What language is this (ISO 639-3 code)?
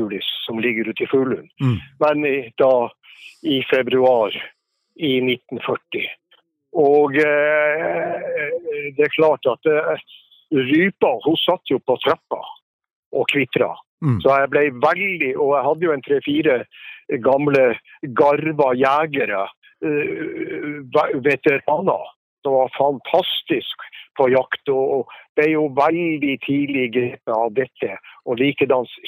nor